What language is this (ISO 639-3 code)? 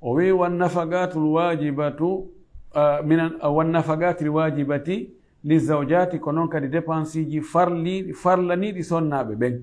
ful